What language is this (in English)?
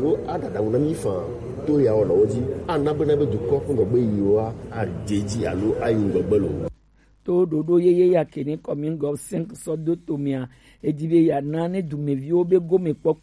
Gen